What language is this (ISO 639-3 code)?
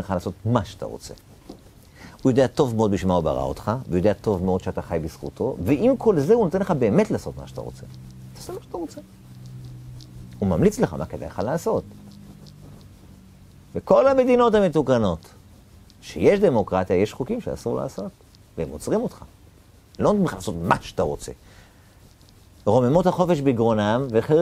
heb